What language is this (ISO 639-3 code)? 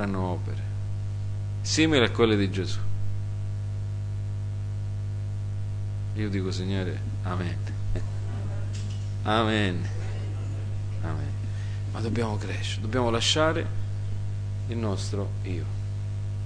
ita